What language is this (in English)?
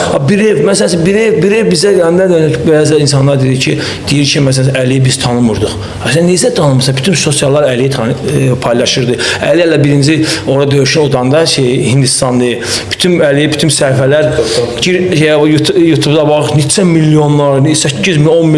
Azerbaijani